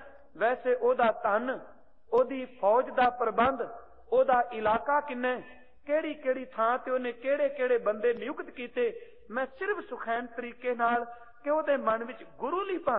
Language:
Punjabi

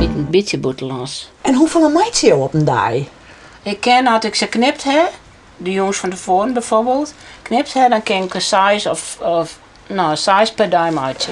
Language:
Western Frisian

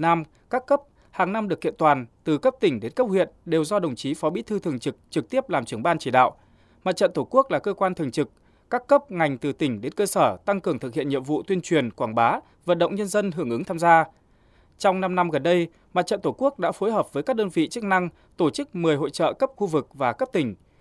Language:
Vietnamese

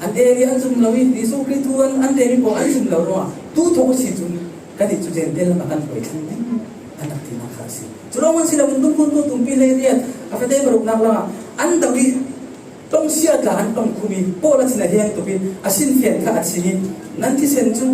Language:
Falam Chin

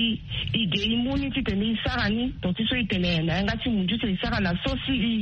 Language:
Sango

